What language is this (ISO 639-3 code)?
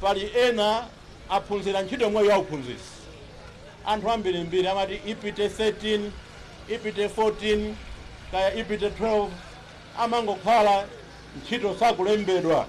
nya